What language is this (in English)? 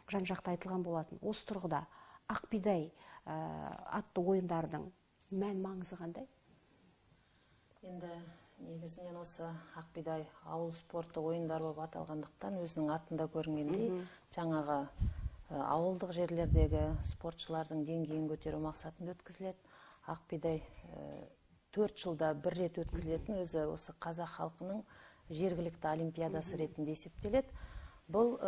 Kazakh